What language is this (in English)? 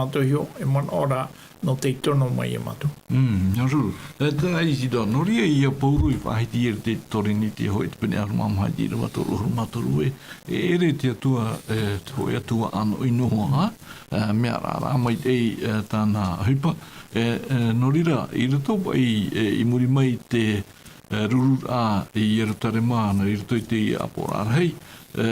Tahitian